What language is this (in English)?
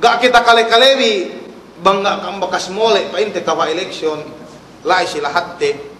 Yakan